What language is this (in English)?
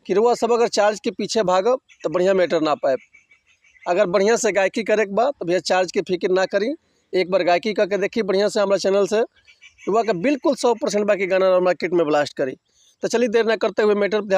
Bhojpuri